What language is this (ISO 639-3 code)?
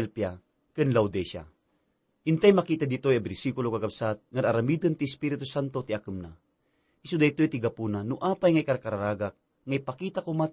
ilo